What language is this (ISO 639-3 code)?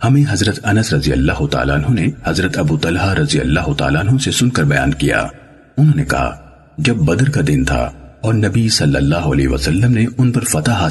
urd